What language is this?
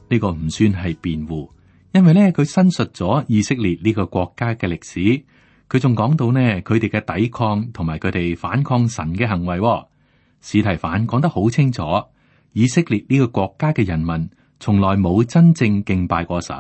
Cantonese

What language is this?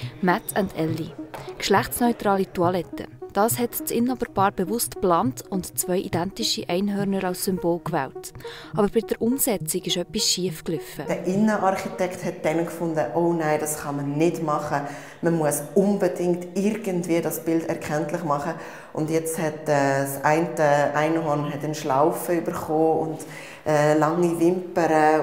Swiss German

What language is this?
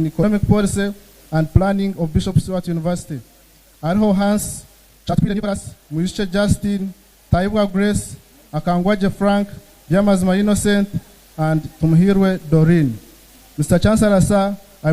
Nyankole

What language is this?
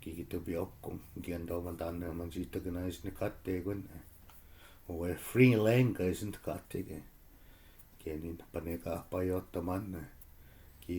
Chippewa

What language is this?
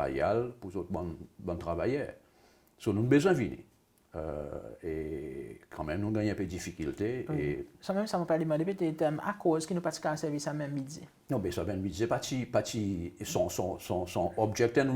Seselwa Creole French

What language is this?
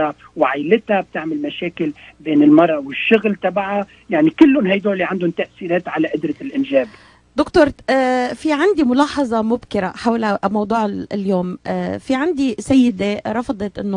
North Levantine Arabic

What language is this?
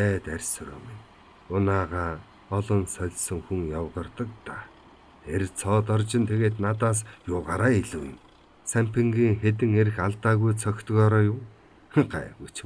Mongolian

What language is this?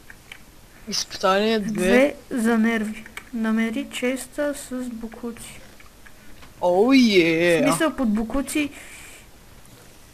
Bulgarian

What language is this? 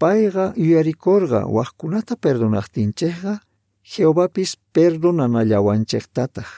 Quechua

